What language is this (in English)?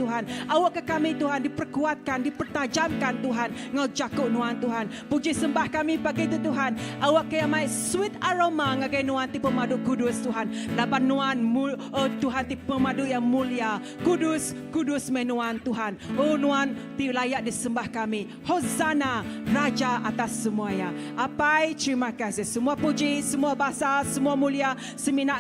Iban